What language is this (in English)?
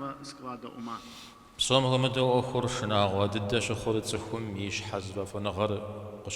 Kabardian